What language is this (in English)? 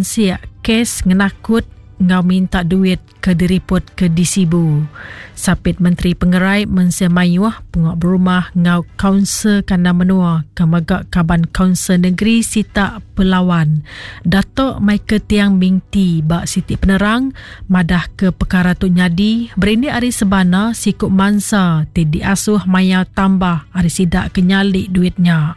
Iban